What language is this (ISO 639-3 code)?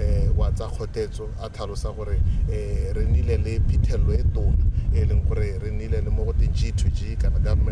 tsn